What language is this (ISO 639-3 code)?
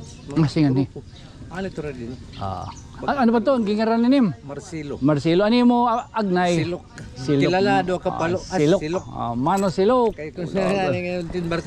war